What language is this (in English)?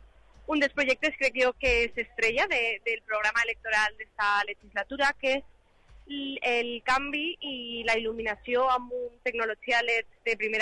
Catalan